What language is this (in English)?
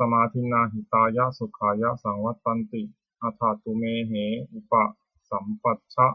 Pali